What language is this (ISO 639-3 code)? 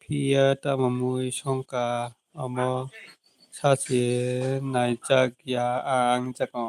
trp